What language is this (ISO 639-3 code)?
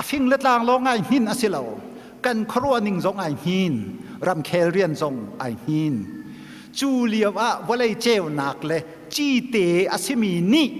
cnh